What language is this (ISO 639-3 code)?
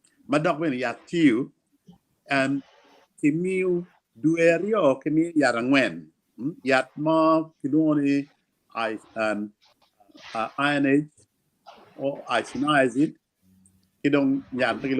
ach